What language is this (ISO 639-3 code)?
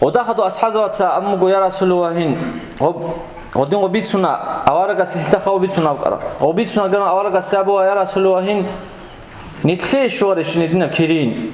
ava